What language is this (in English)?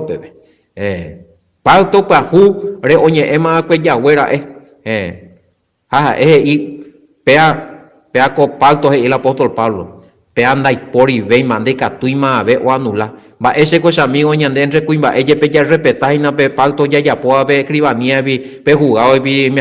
Guarani